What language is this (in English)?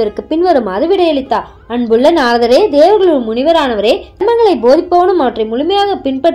Tamil